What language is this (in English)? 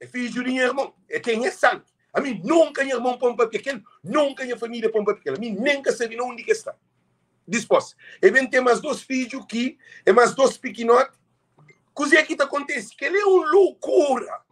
Kabuverdianu